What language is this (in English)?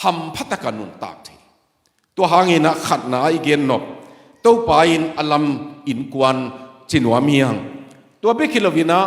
Tedim Chin